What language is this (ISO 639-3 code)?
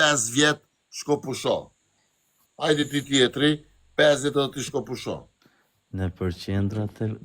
sqi